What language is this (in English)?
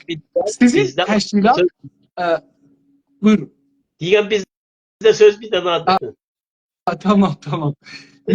South Azerbaijani